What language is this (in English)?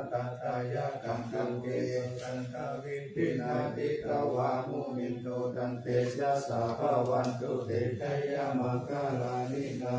Pali